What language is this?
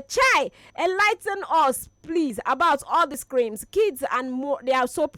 Nigerian Pidgin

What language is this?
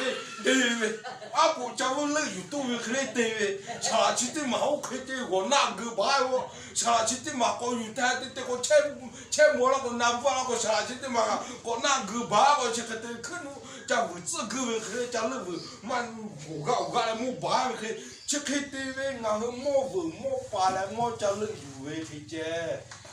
Lahu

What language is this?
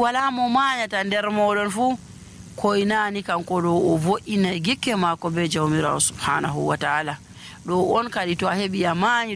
Nigerian Fulfulde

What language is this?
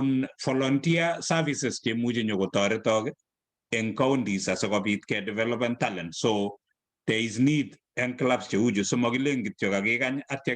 Kalenjin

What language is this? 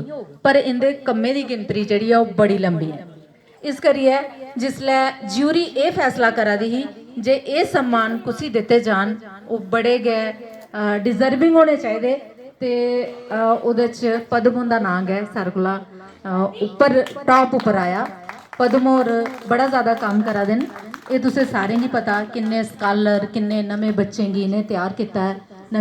Dogri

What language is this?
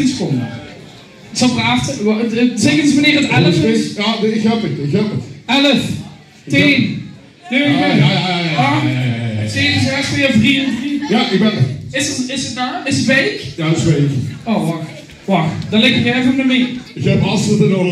Limburgish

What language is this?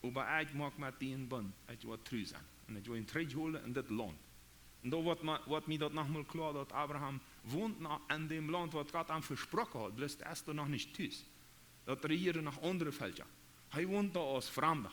Plautdietsch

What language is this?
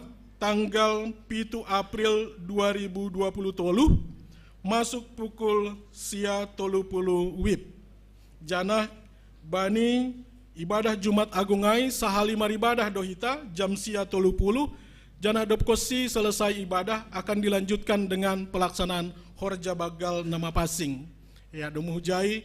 Batak Simalungun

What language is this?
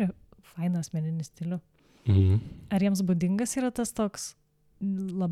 Lithuanian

